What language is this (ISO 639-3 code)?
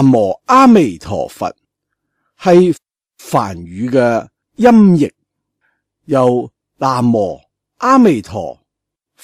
yue